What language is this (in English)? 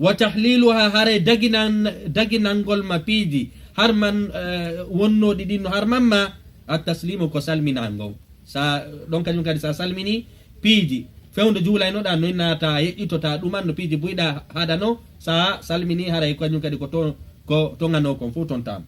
Fula